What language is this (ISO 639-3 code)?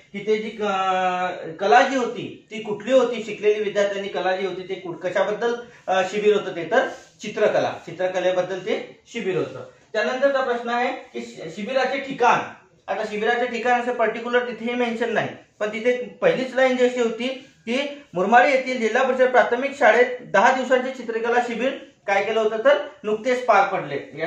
mar